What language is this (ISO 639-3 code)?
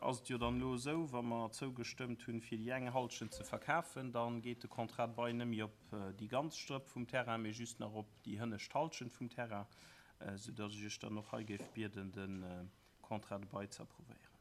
ltz